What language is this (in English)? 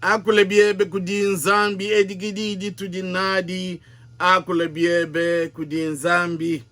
Luba-Lulua